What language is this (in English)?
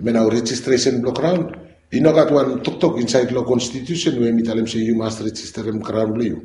Bislama